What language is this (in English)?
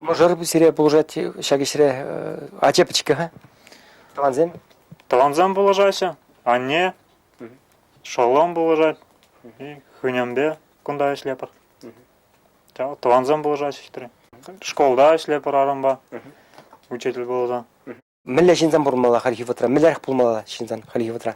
Chuvash